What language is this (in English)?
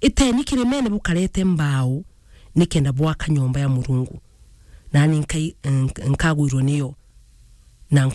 Meru